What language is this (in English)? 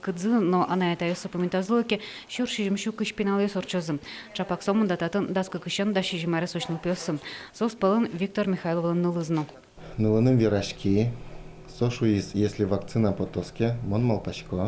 Udmurt